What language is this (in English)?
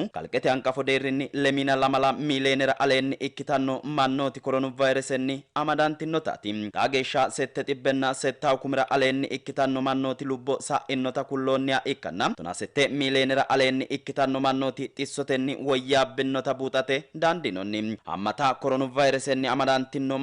Sidamo